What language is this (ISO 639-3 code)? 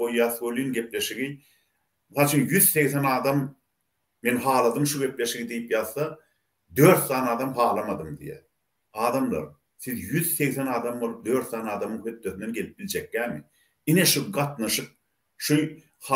tuk